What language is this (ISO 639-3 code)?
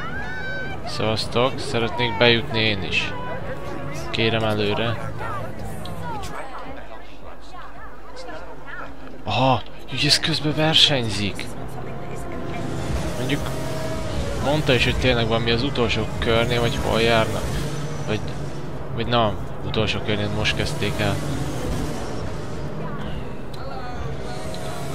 hun